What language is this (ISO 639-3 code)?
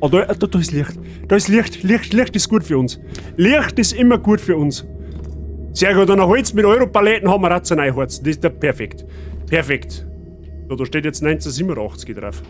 bar